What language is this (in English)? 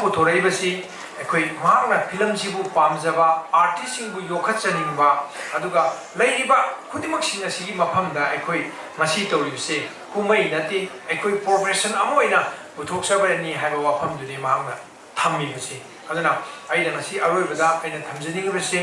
Manipuri